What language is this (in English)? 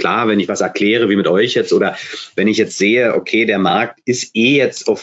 German